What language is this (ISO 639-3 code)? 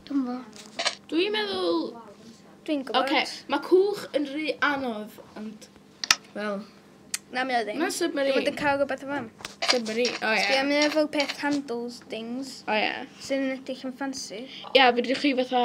cym